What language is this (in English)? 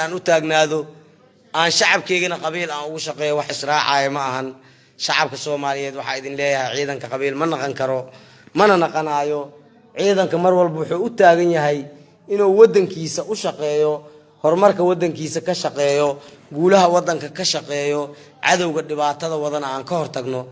Somali